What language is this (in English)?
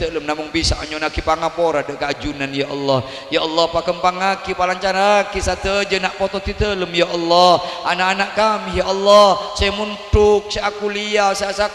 Madurese